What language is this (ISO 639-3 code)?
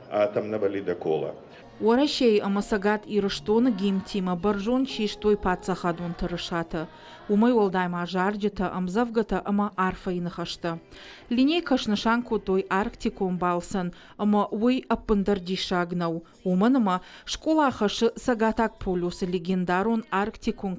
oss